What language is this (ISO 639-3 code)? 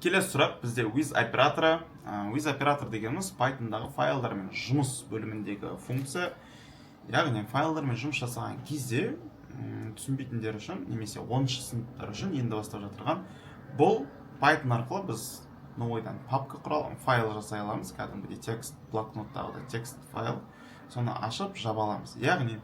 kaz